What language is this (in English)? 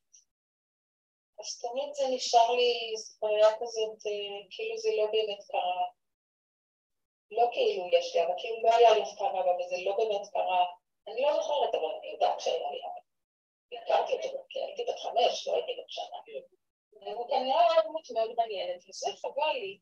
Hebrew